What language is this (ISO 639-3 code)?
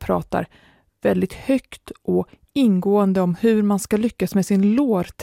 swe